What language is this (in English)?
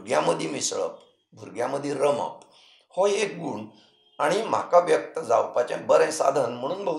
Konkani